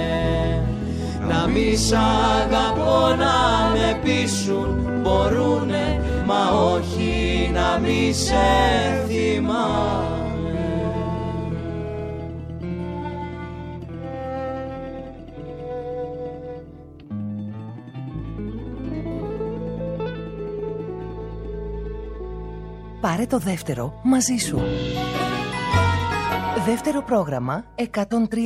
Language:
Greek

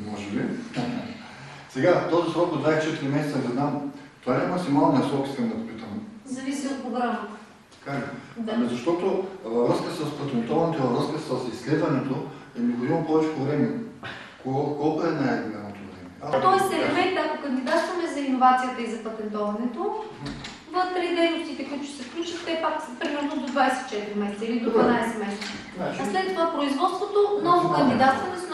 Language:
Bulgarian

